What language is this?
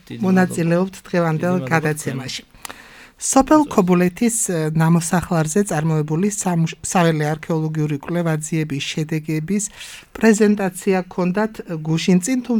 Georgian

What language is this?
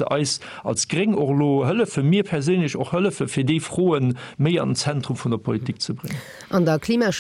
Luxembourgish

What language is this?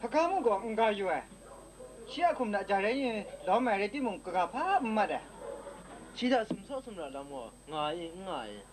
Kachin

